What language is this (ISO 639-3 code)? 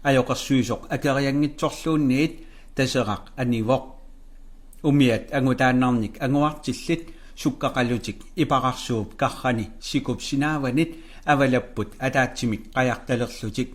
kal